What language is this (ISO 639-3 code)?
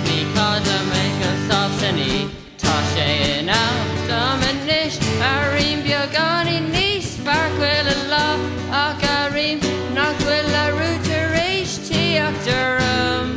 gle